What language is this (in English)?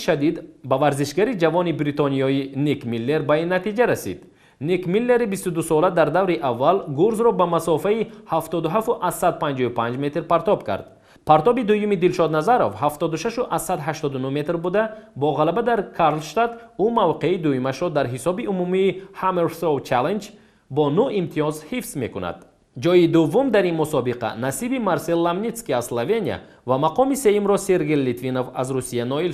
Tajik